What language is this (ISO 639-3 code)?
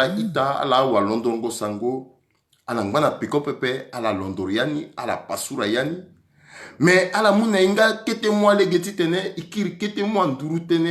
sag